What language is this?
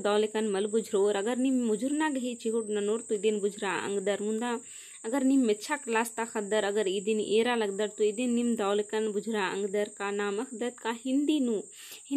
Kurukh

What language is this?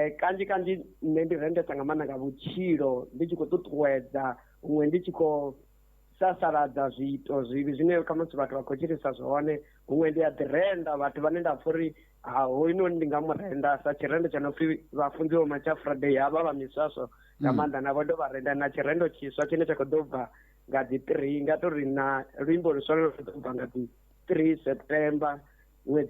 Venda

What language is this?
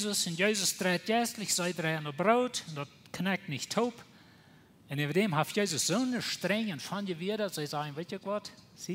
Plautdietsch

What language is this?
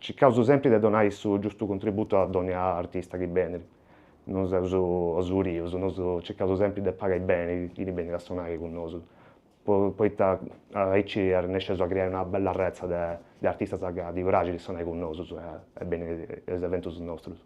Sardinian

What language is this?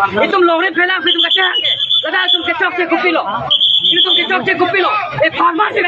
Karbi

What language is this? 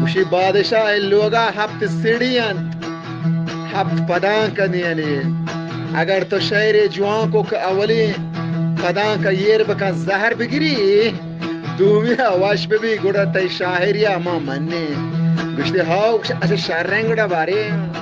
Eastern Balochi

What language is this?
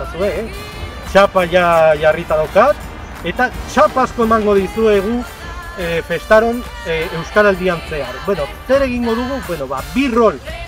Basque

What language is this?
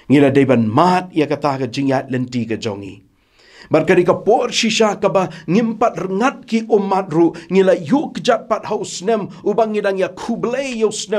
Khasi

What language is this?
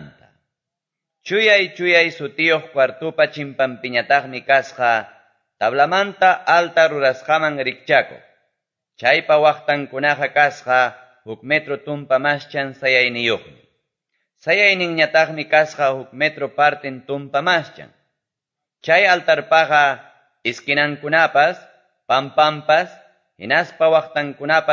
Quechua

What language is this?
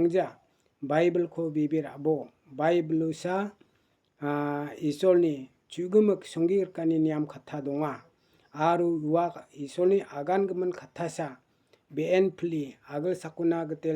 Garo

